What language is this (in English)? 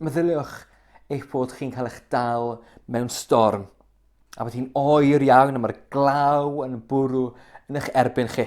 Welsh